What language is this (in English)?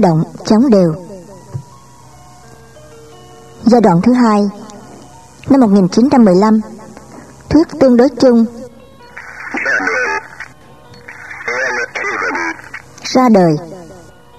Vietnamese